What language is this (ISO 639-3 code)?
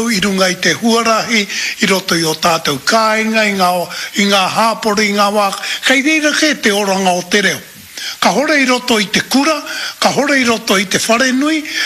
mri